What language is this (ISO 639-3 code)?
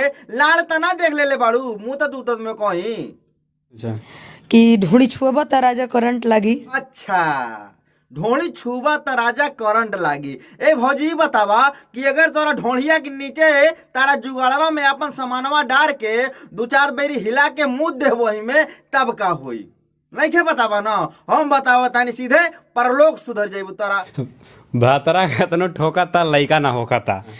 bho